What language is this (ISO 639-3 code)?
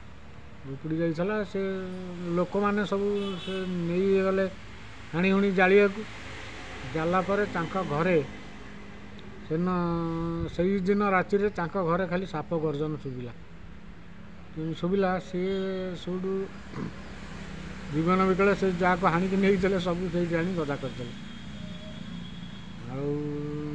ori